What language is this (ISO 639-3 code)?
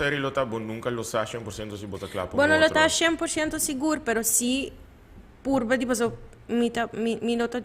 pap